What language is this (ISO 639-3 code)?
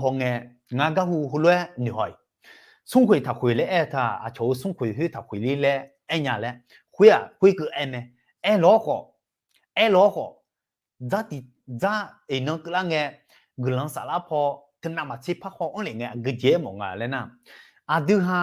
ahk